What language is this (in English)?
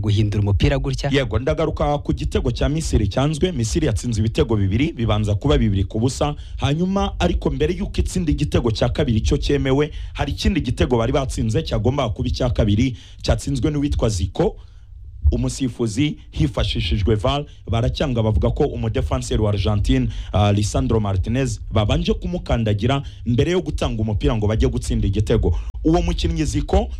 Kinyarwanda